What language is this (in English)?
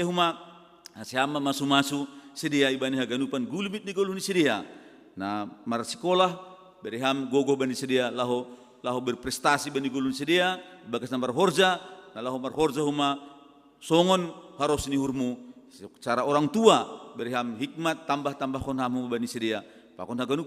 Batak Simalungun